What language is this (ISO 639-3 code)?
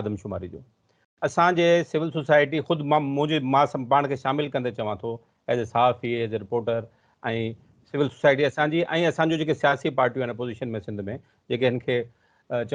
snd